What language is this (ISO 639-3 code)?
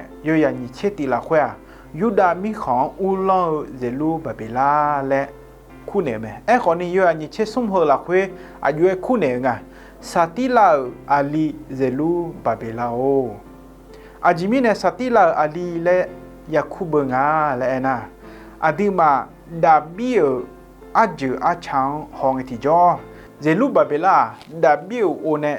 ahk